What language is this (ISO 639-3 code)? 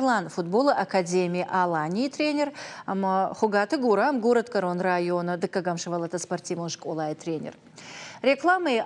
oss